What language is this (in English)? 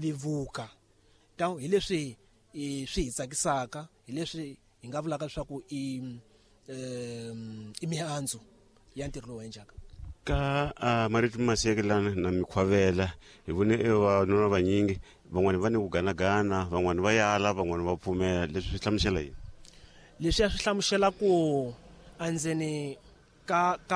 Tsonga